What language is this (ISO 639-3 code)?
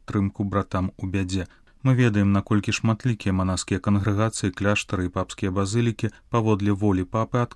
bel